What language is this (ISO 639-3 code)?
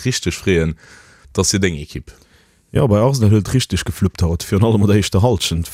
ltz